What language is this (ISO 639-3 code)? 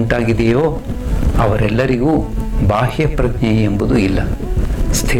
kan